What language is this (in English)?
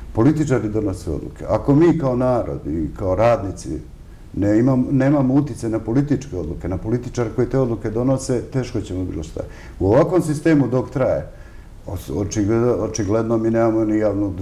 Serbian